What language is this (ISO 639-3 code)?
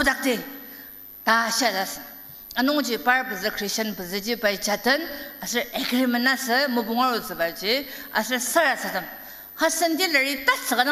njo